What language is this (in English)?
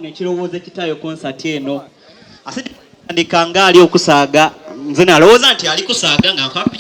Soga